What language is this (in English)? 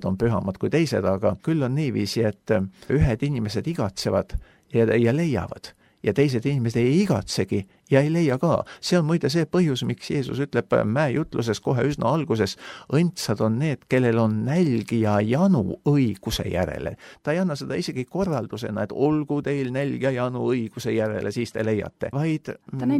Estonian